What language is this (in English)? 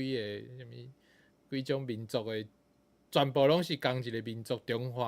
Min Nan Chinese